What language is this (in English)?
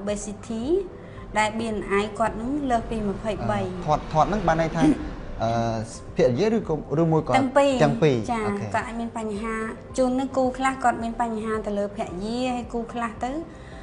Khmer